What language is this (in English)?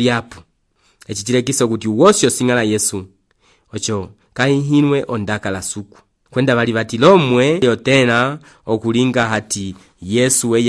Umbundu